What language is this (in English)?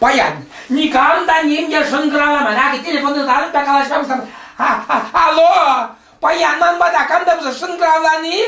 Chuvash